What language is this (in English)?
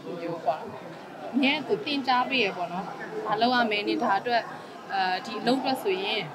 Burmese